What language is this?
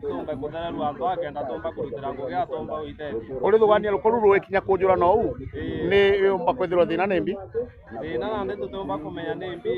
Meru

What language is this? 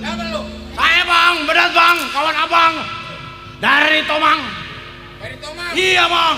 Betawi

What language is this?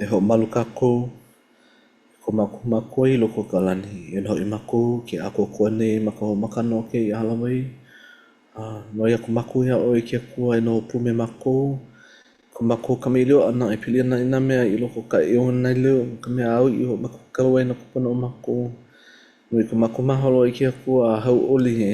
Hawaiian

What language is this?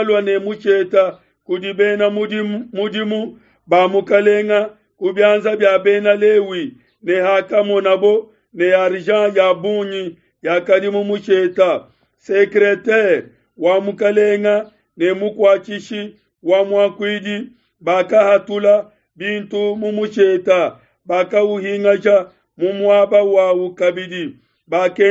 Luba-Lulua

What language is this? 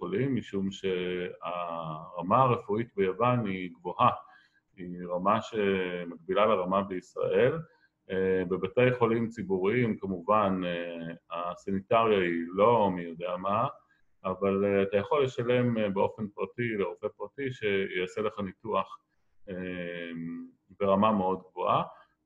Hebrew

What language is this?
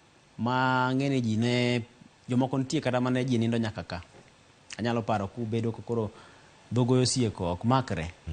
Luo (Kenya and Tanzania)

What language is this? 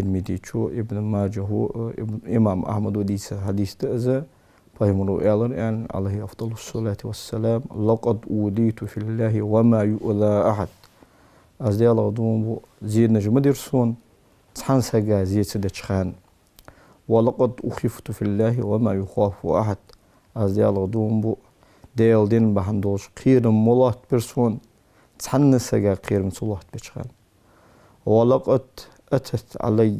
Ingush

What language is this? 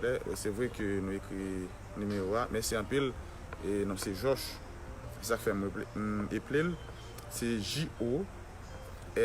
Haitian Creole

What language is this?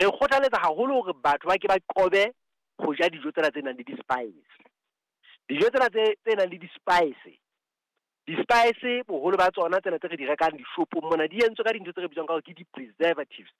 Southern Sotho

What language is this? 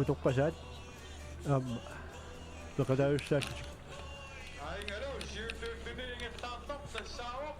Kalaallisut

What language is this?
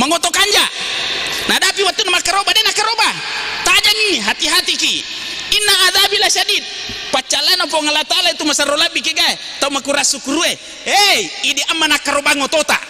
Buginese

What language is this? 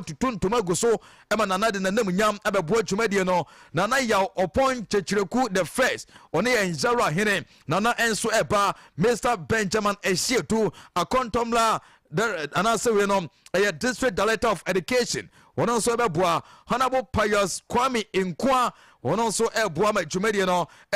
Akan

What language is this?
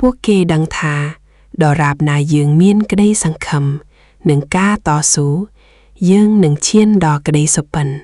Khmer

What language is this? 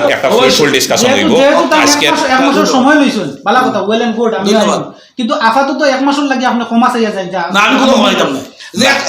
Sylheti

